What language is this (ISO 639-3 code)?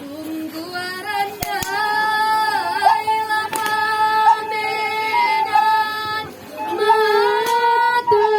min